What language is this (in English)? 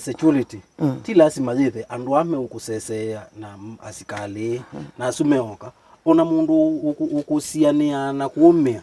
Kamba